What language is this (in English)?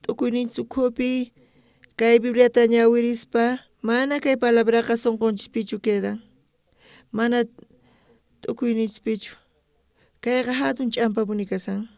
South Bolivian Quechua